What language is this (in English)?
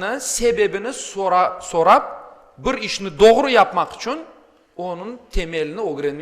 Crimean Tatar